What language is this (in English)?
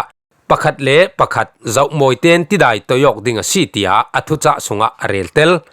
Falam Chin